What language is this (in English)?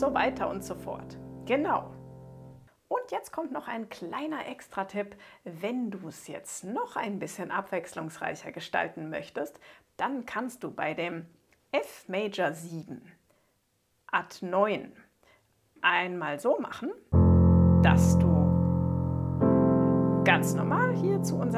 German